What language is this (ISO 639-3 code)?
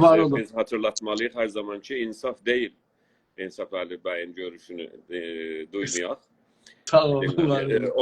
azb